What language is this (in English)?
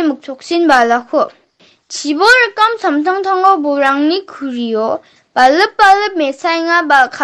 Garo